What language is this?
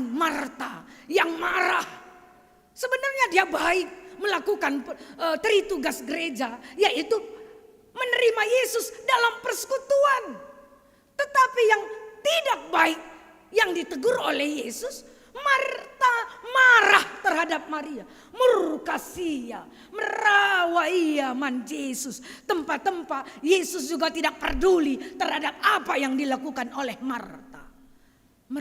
Batak Karo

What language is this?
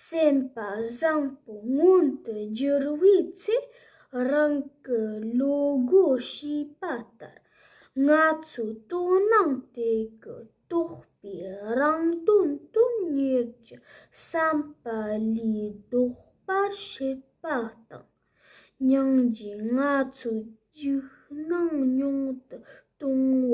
Tibetan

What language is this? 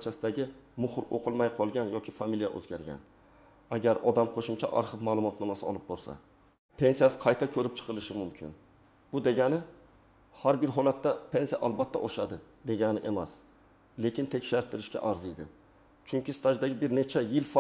Uzbek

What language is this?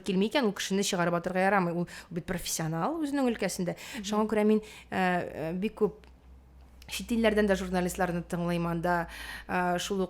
Tatar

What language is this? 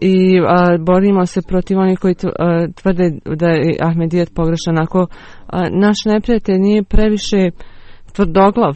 Bosnian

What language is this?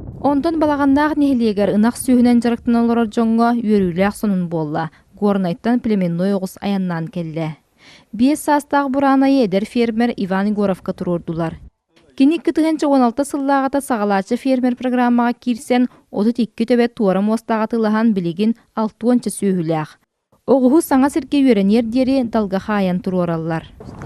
Yakut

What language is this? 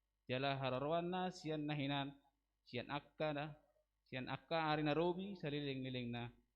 Batak Toba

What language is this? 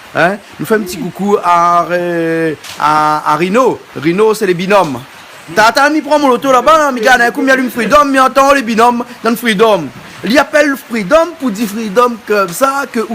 Réunion Creole French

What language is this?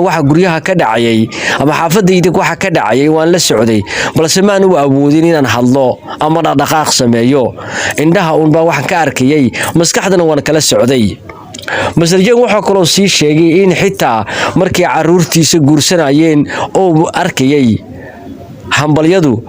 Somali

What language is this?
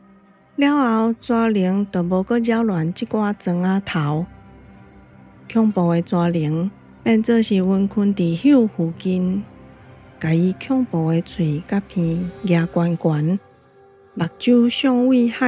Min Nan Chinese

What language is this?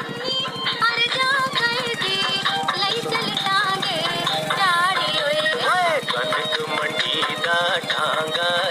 Dogri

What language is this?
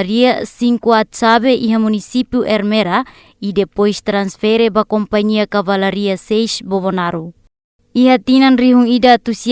Tetum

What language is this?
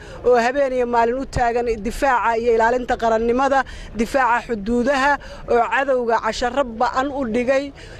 Somali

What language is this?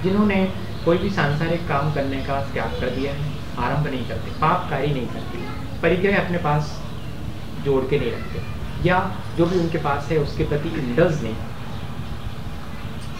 Hindi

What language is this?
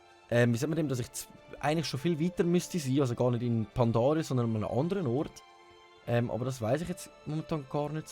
Swiss German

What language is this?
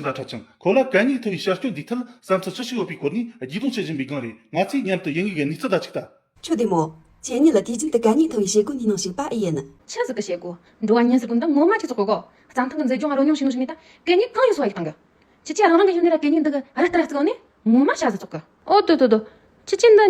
Tibetan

